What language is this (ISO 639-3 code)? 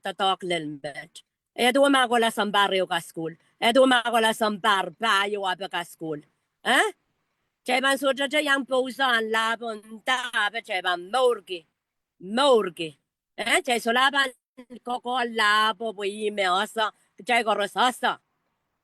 pon